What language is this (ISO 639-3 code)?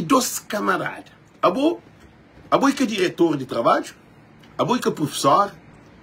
kea